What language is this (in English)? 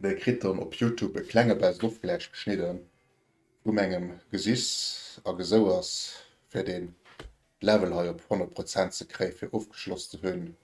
Luxembourgish